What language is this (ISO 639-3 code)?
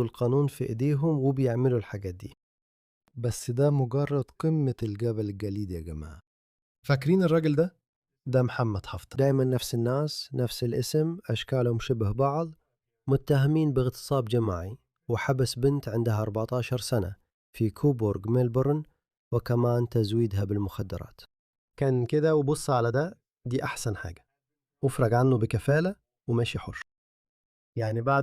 arz